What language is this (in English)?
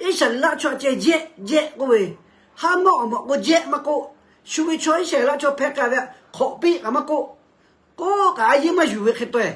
Lahu